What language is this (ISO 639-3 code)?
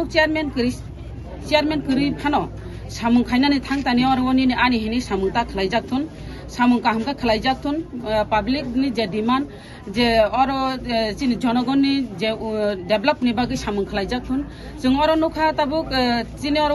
trp